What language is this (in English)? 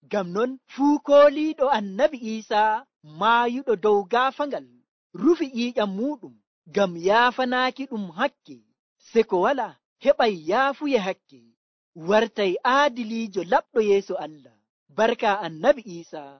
Nigerian Fulfulde